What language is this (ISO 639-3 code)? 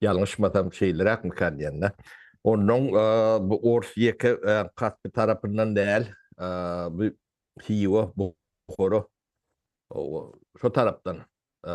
tuk